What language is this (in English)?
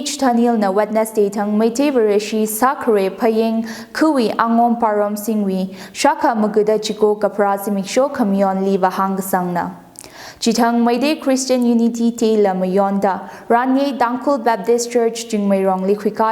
Tangkhul Naga (India)